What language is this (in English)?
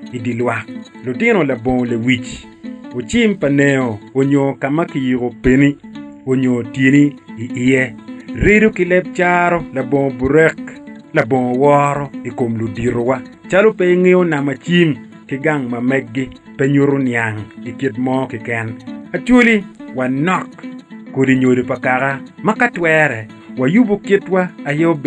Acoli